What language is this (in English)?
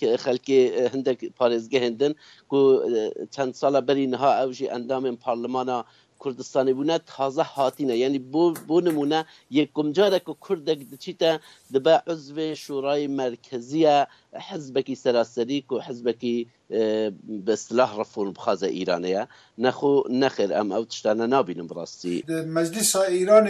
Kurdish